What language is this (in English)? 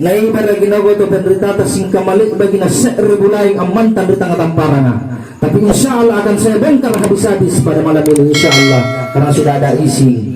Makasar